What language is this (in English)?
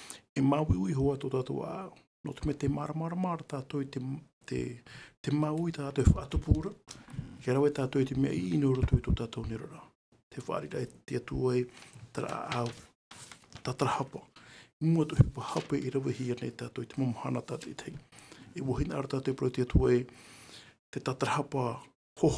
Tahitian